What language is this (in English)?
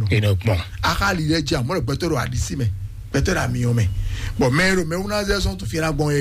Fon